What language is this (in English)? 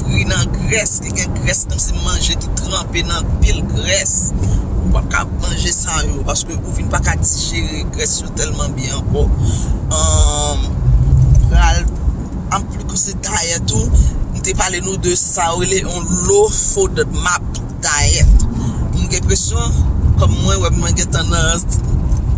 Haitian Creole